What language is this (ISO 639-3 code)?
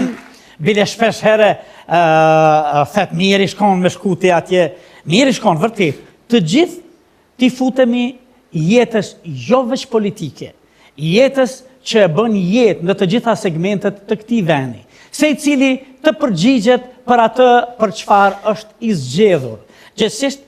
sqi